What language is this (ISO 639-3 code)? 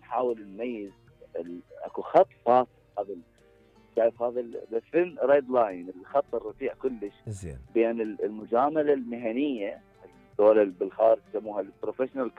acm